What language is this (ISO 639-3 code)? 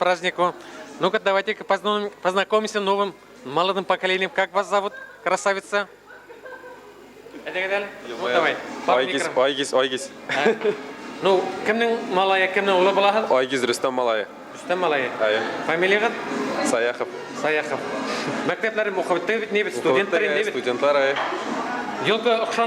bak